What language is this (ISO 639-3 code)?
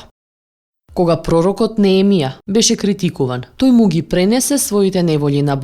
mkd